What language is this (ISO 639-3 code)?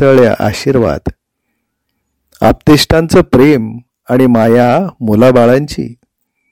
mar